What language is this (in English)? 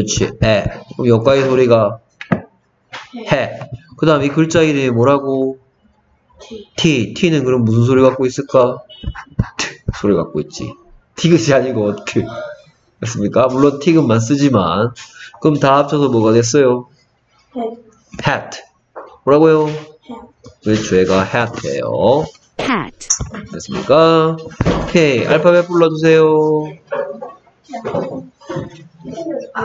Korean